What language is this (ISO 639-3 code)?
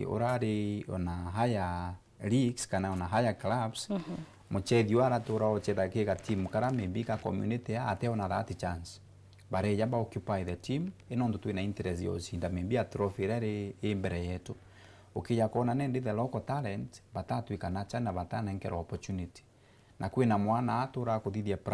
mer